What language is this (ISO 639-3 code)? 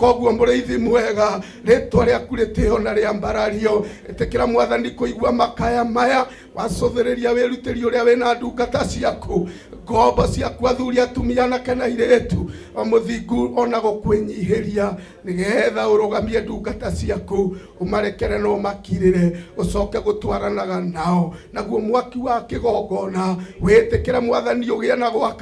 kik